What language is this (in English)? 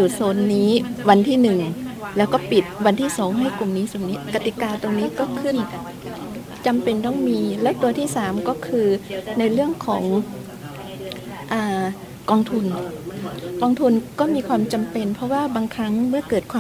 Thai